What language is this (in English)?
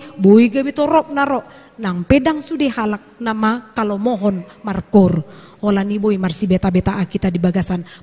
Batak Toba